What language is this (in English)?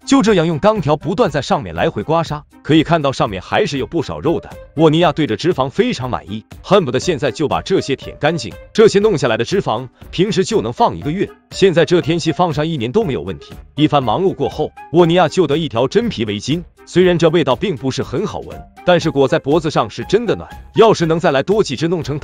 Chinese